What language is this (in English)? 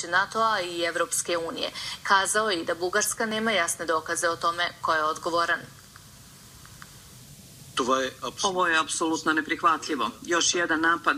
Bosnian